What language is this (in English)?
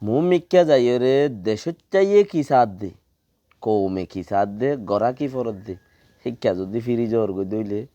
Rohingya